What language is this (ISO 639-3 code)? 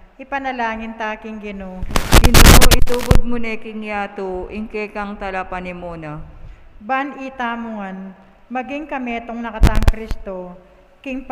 pam